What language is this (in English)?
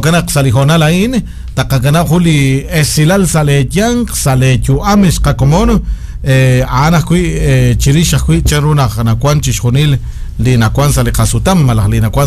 Kekchí